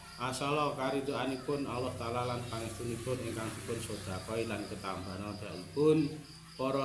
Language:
Javanese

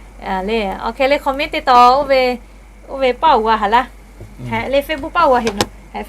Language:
Lahu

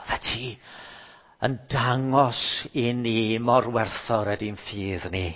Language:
Welsh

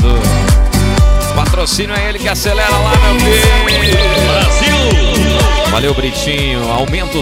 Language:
Portuguese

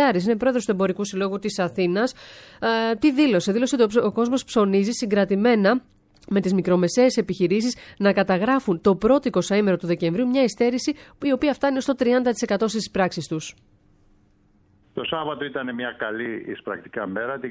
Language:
Greek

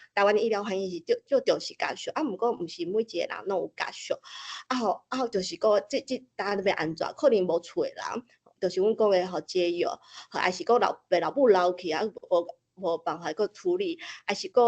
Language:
Min Nan Chinese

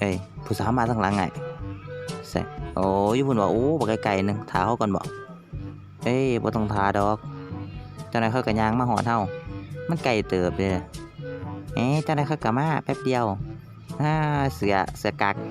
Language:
Lao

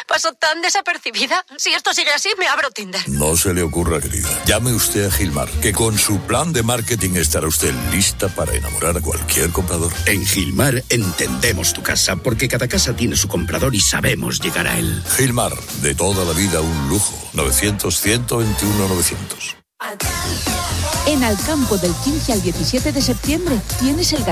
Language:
Spanish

